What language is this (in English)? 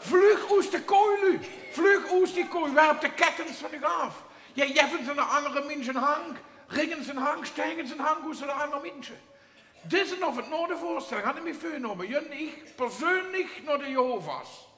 Limburgish